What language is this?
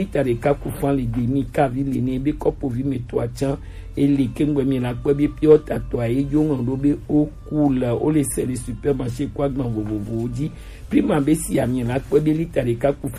Gen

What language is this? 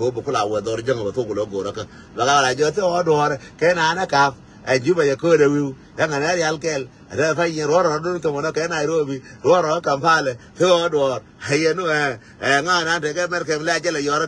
Nuer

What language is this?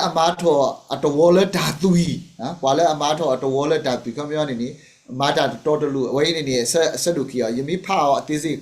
S'gaw Karen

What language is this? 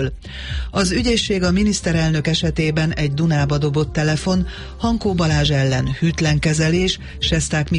Hungarian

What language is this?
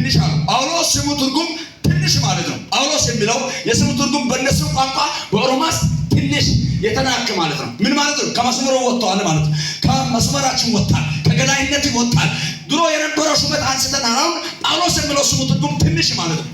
Amharic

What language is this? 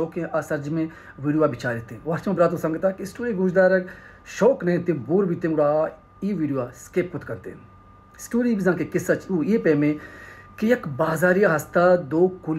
Baluchi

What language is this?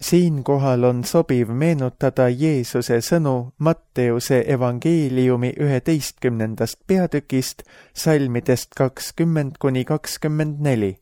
Estonian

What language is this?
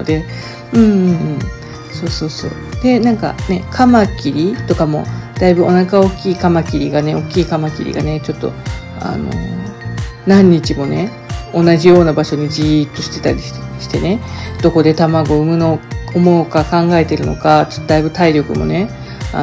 Japanese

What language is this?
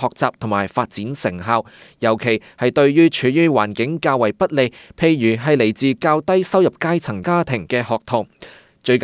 Cantonese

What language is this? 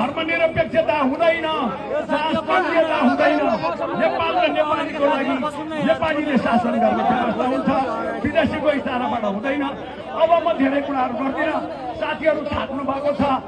Nepali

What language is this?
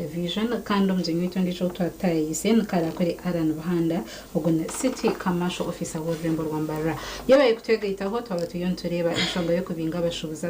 Nyankole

